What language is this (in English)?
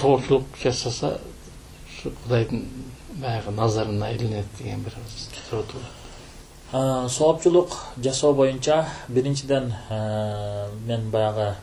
Kyrgyz